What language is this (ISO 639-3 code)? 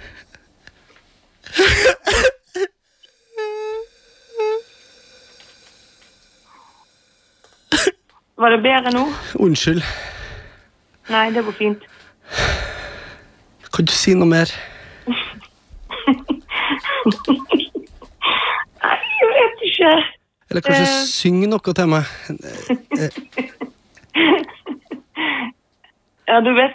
nor